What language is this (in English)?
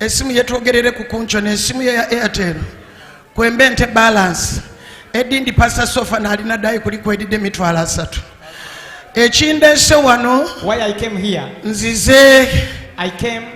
Ganda